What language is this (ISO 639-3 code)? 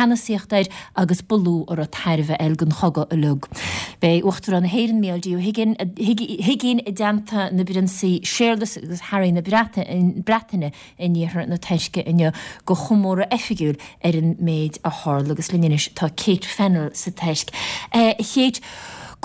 gle